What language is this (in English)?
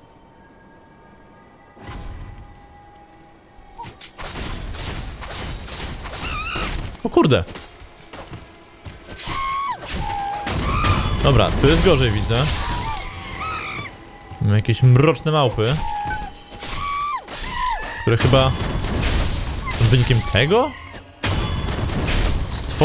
Polish